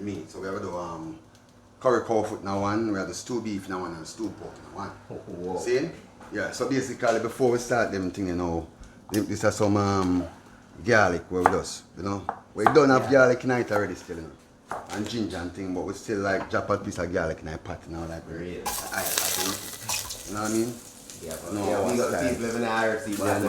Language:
Jamaican Creole English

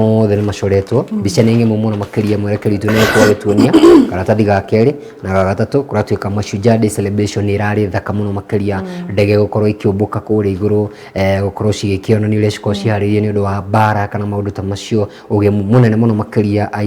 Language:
Kikuyu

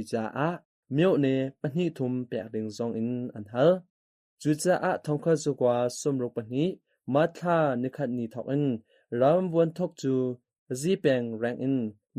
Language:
Hakha Chin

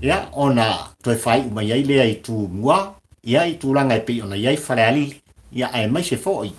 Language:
Samoan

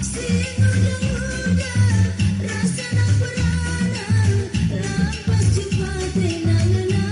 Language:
Batak Karo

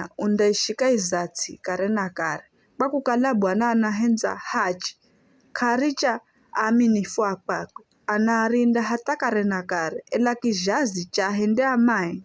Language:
Giryama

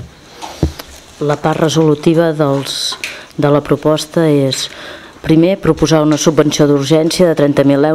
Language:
Catalan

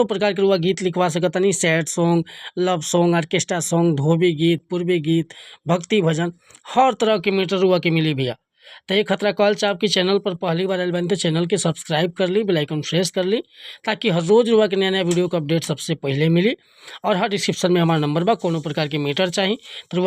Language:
Bhojpuri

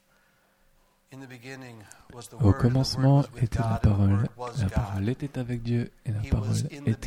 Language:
French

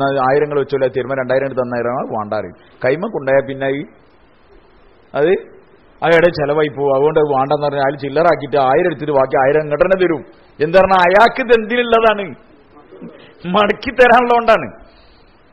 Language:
Malayalam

